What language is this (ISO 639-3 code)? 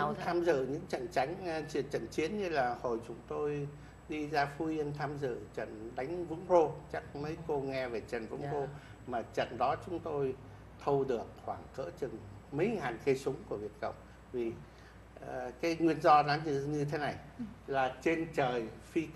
vie